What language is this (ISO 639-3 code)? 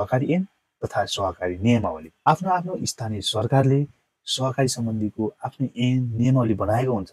nep